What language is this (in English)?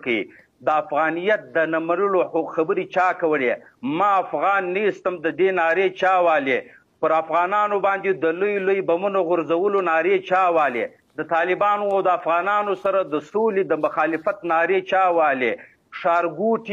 Pashto